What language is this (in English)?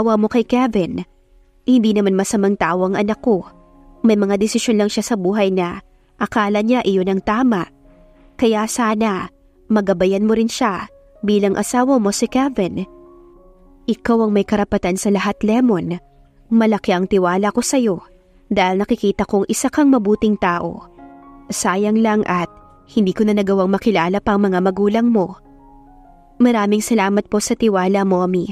Filipino